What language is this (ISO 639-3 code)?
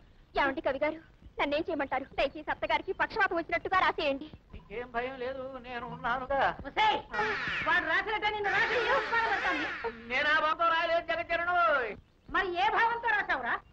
tel